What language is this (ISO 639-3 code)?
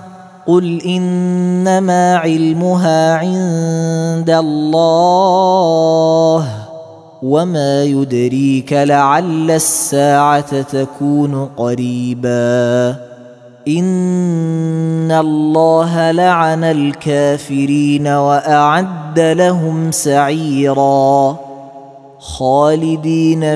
ara